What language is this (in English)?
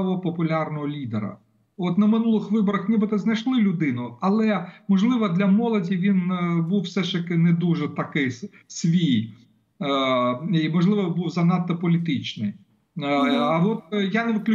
Ukrainian